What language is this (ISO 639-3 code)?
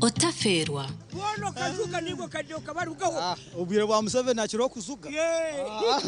nyn